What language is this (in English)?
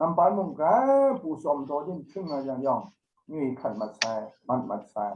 Kachin